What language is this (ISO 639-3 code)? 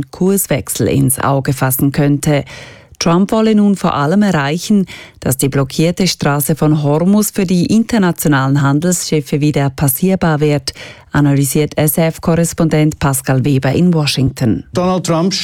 deu